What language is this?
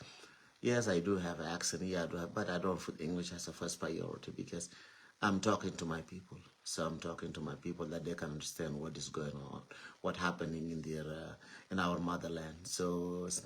Nuer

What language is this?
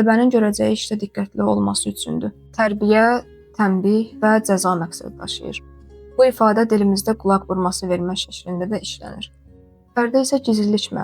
Azerbaijani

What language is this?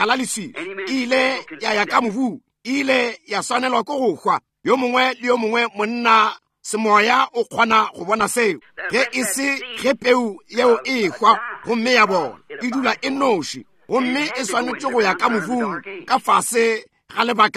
Northern Sotho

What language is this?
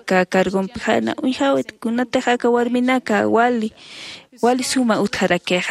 Aymara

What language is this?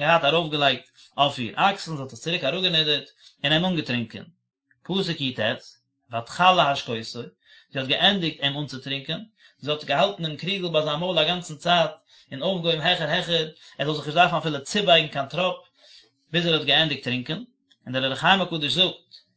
Yiddish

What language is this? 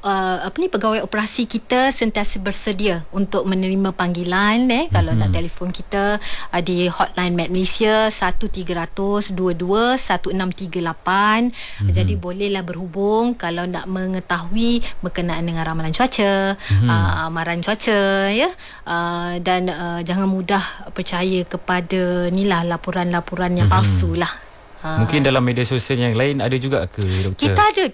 Malay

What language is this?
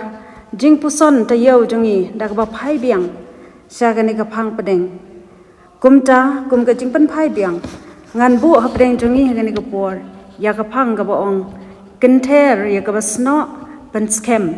Khasi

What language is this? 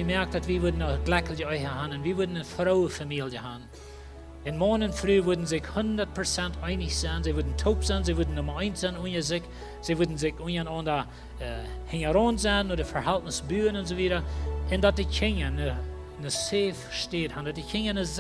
Plautdietsch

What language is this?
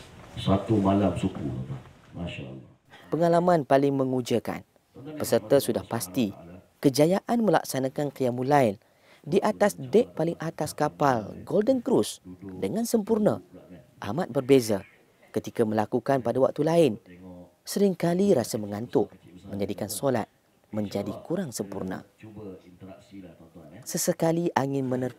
Malay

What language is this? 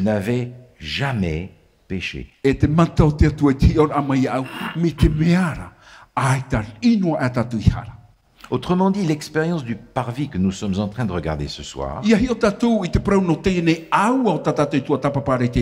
Tahitian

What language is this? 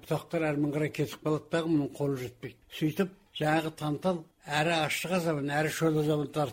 Kazakh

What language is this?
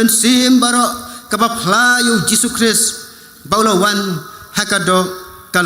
Khasi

